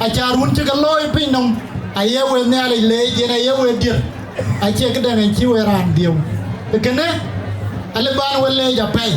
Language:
Dinka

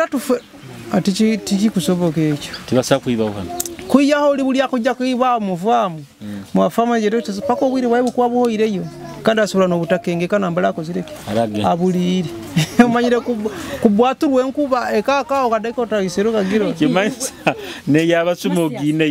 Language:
Nyoro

